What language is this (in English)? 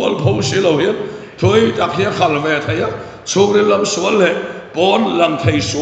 Mizo